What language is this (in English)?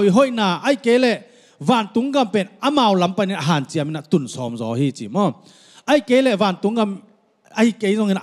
Tedim Chin